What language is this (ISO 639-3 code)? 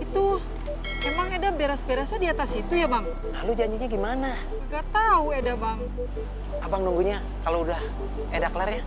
bew